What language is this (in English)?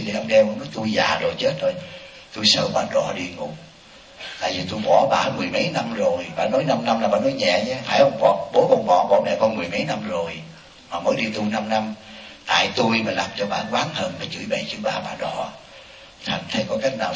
Vietnamese